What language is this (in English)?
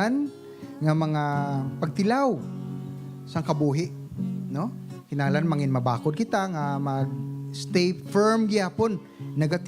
Hiligaynon